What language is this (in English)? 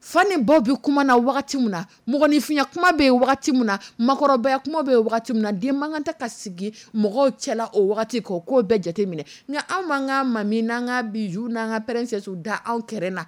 Dyula